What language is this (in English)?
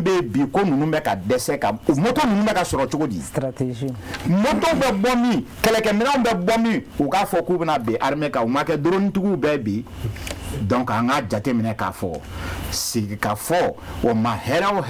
Bambara